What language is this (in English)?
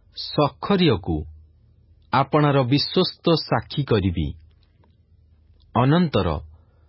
Odia